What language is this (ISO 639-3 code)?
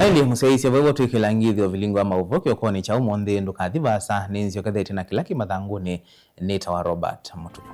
kam